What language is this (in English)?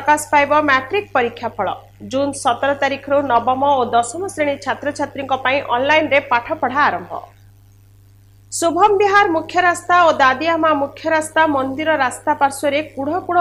Odia